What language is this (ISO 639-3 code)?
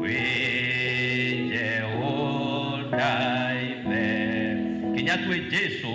mer